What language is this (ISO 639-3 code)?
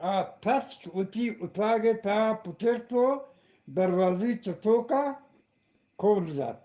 bgp